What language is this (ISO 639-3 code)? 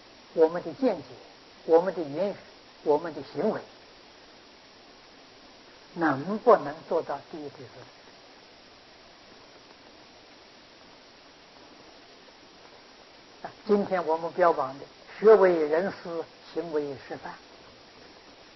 zho